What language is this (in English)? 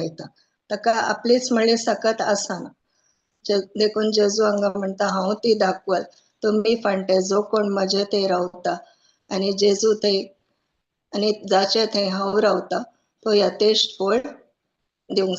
Konkani